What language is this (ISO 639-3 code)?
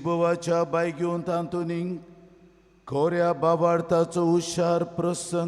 kok